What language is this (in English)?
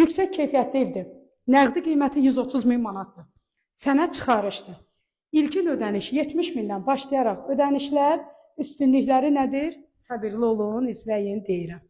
Azerbaijani